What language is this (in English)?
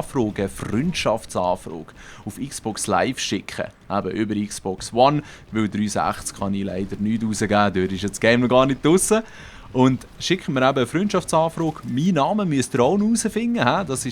Swiss German